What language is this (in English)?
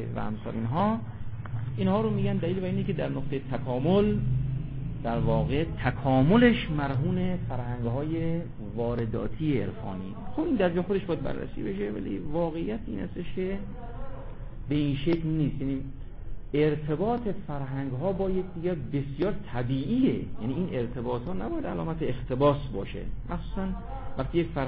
Persian